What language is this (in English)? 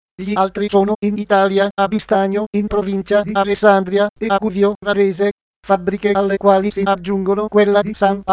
Italian